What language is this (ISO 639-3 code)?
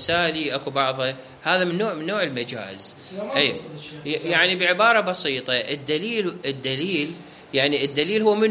acm